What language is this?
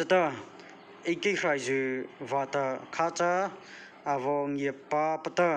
Mara Chin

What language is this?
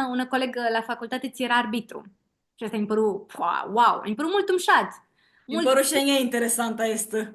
Aromanian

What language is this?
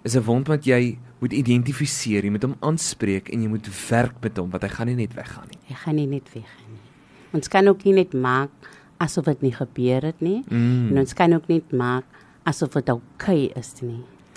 Afrikaans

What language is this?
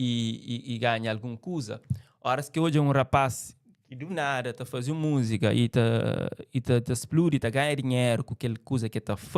Kabuverdianu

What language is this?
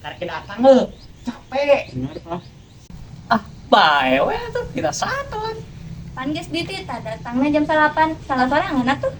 Sundanese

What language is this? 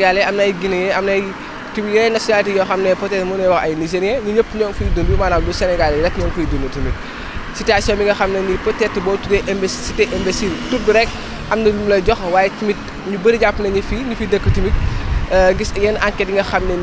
Wolof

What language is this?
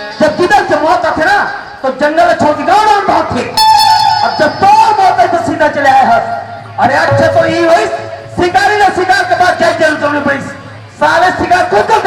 Chhattisgarhi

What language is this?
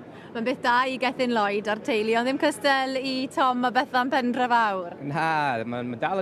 Welsh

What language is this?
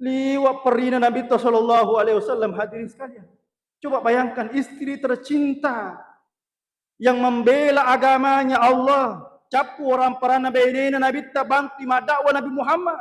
Buginese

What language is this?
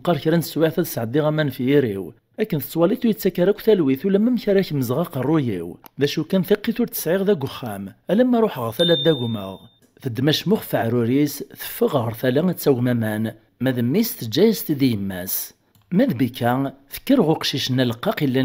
Kabyle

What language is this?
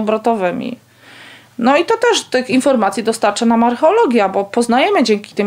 Polish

